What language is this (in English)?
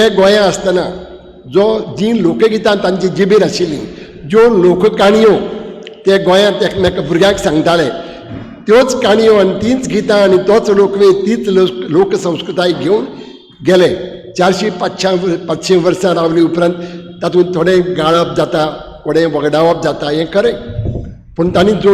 Konkani